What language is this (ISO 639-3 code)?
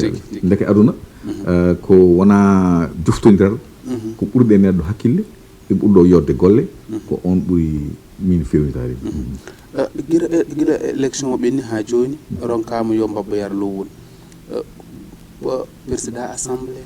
ful